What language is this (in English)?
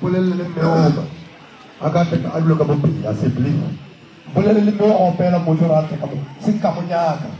Northern Sotho